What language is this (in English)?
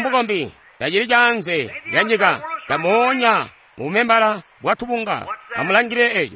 Tonga (Zambia)